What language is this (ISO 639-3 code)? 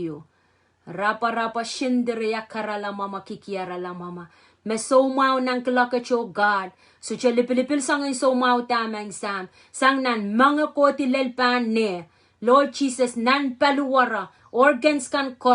pon